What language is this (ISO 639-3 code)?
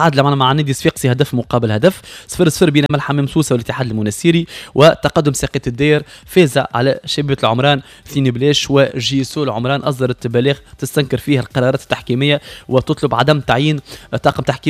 aeb